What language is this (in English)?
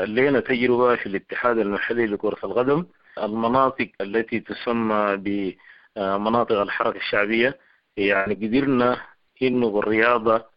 Sudanese Arabic